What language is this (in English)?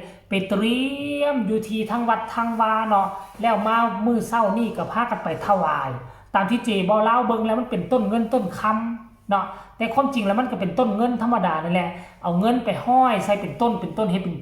Northeastern Thai